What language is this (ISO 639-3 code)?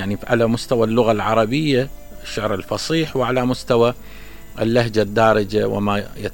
acm